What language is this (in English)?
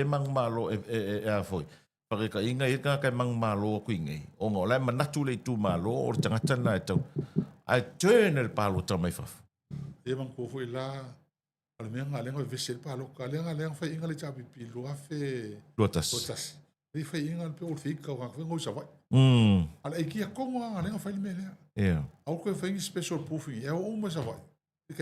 Samoan